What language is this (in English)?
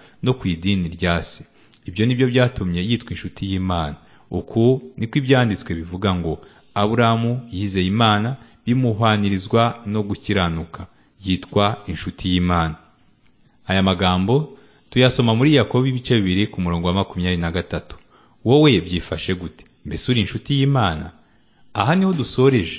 Kinyarwanda